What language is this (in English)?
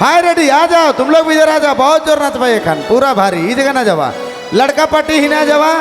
Sadri